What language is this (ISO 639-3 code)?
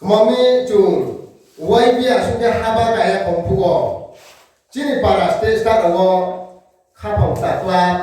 ria